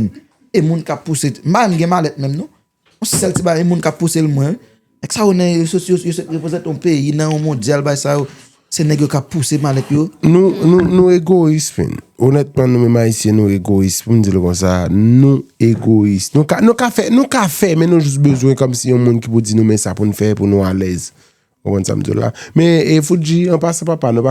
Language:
Haitian Creole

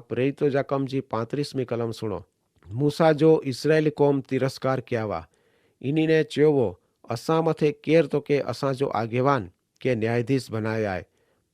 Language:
Kachhi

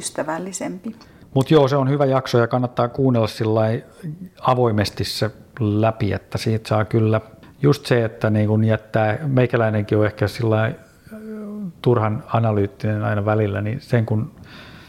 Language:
Finnish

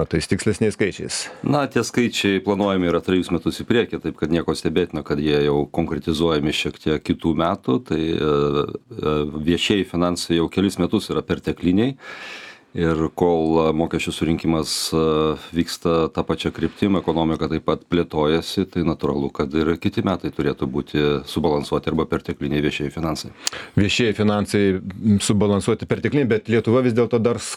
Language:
Lithuanian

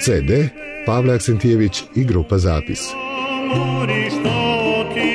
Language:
Serbian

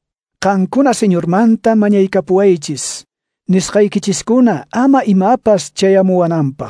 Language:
Quechua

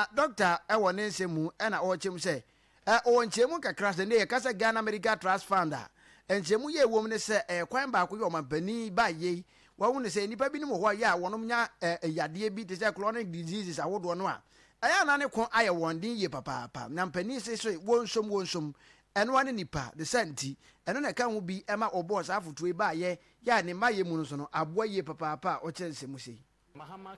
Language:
Akan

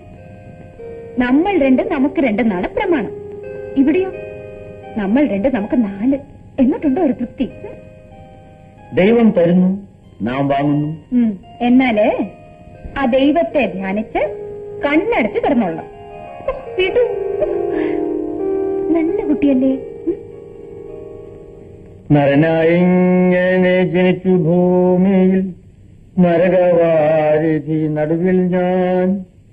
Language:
Malayalam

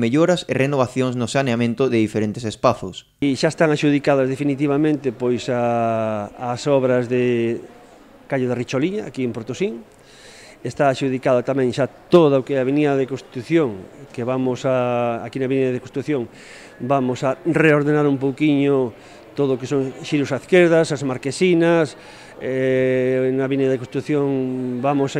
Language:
Galician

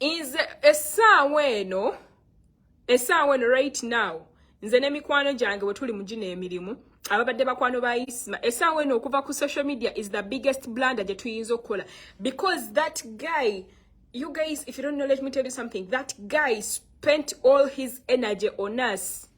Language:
Ganda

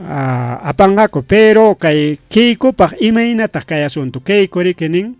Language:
Ayacucho Quechua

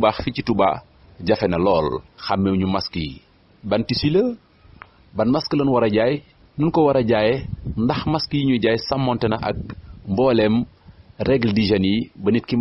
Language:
Wolof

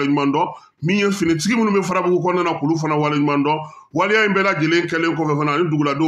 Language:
Bambara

